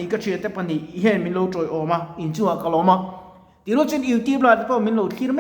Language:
Mizo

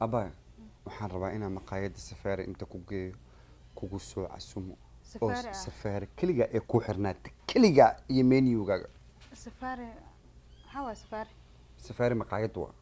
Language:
Somali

